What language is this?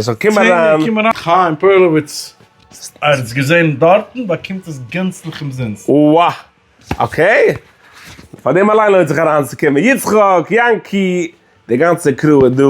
Yiddish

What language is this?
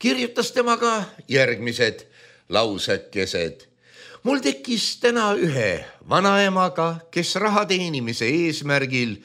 Estonian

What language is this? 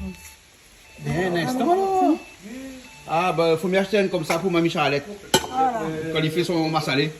Réunion Creole French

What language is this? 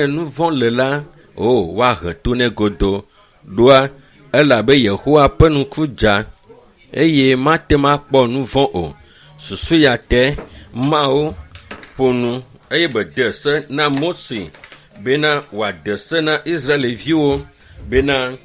Ewe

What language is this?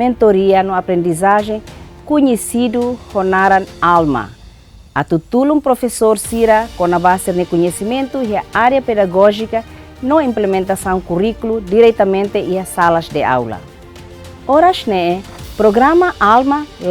Tetum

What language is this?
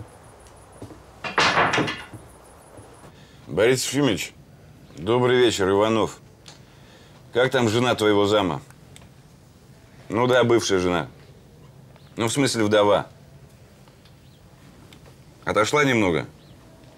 Russian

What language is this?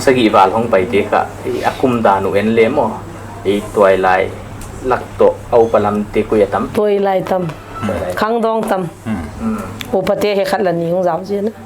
Paite Chin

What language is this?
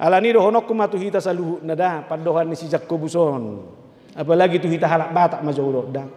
Batak Toba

